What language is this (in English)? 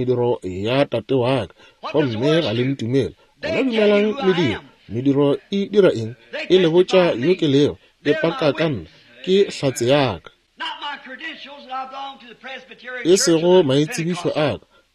Northern Sotho